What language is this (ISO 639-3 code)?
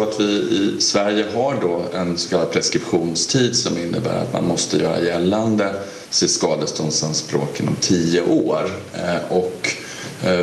swe